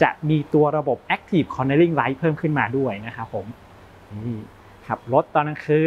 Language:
Thai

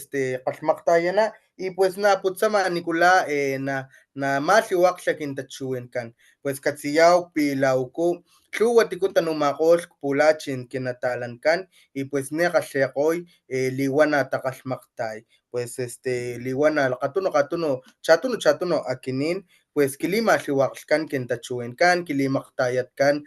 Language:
Papantla Totonac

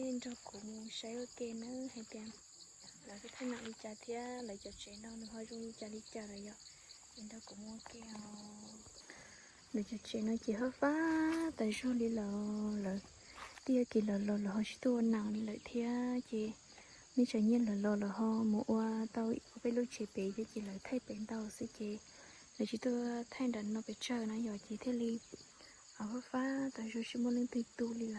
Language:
Hmong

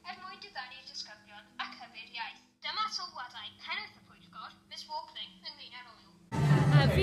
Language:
Welsh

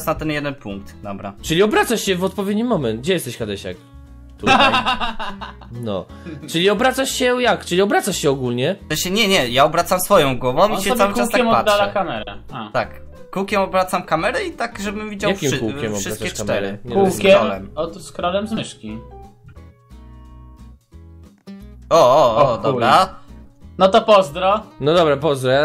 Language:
Polish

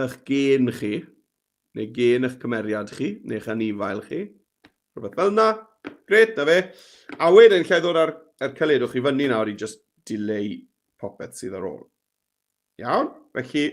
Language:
Welsh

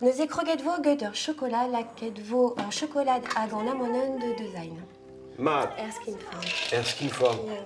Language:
Breton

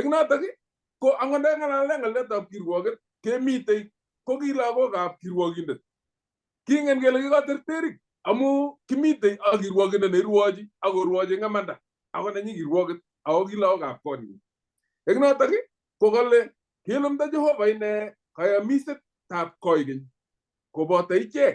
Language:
Kalenjin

